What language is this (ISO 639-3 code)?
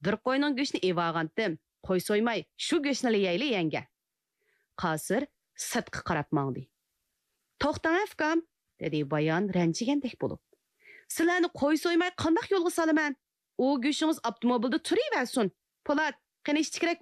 uig